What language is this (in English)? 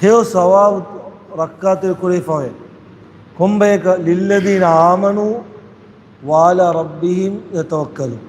Divehi